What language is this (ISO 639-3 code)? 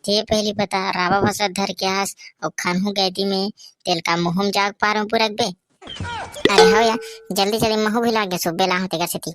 hne